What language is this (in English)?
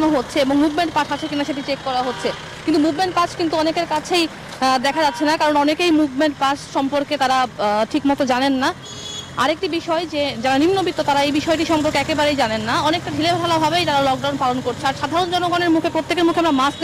Bangla